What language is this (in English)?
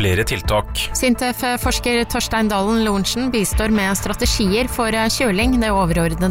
Norwegian